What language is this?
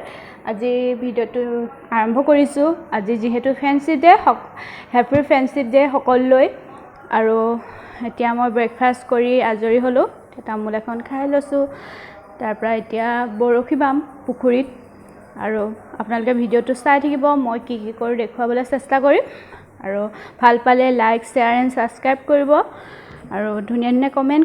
Assamese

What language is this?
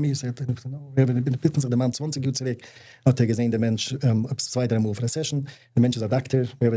Yiddish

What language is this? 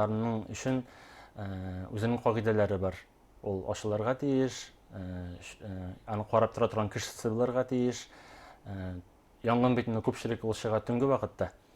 Bashkir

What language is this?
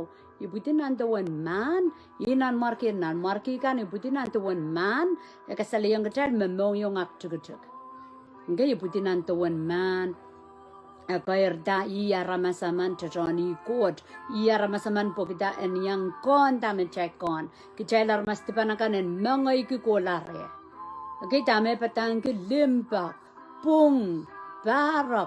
Pohnpeian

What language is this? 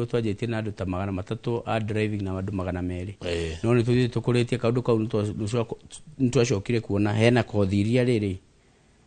Kikuyu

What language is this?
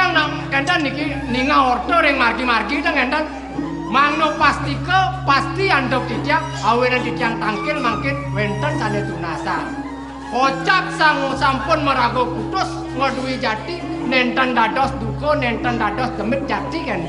Balinese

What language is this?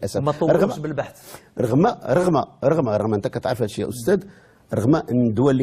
Moroccan Arabic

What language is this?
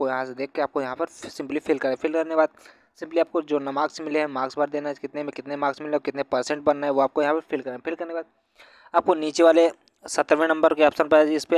Hindi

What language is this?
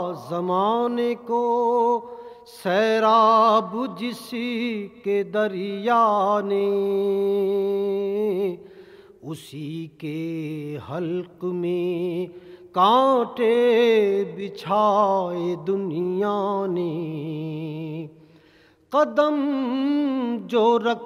Urdu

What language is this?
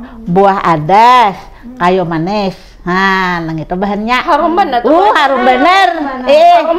Banjar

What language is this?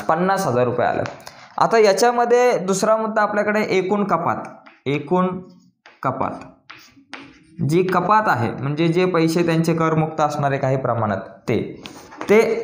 Marathi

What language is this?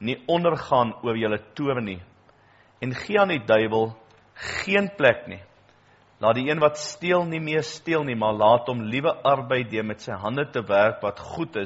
Afrikaans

